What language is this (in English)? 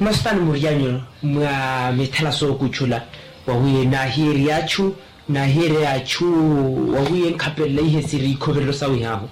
Makhuwa